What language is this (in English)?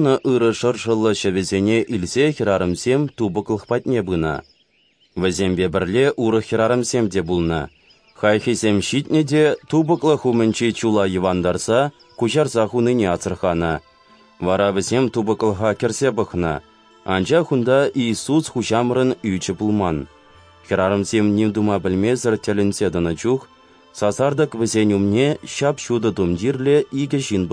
Chuvash